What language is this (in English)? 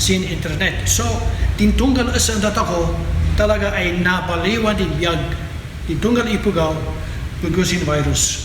Kankanaey